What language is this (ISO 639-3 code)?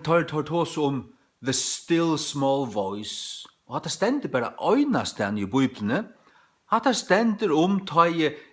fao